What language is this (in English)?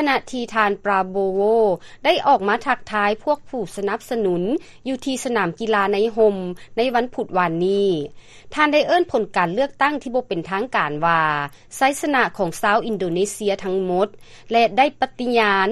Lao